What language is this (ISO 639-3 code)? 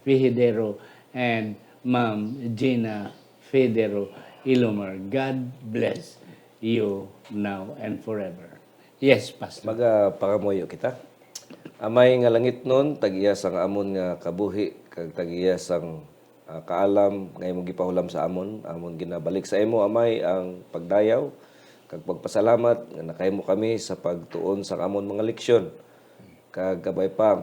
hil